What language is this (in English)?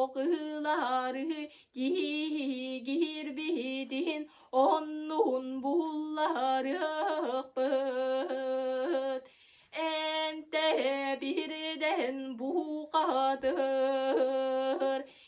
Yakut